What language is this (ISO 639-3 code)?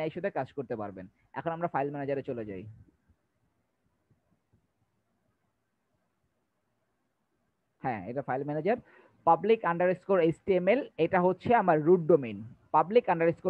ben